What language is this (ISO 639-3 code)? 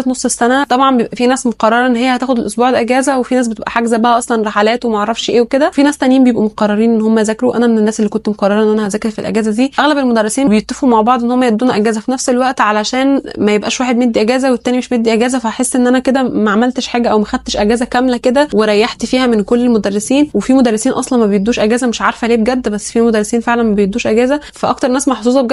arz